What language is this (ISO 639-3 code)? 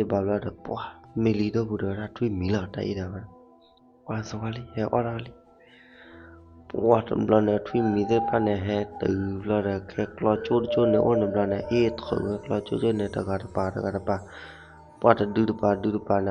ksw